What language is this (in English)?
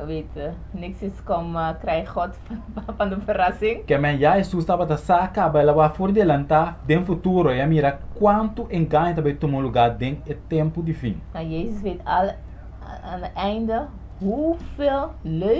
Papiamento